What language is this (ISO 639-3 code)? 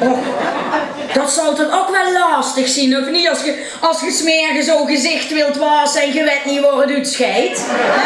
lim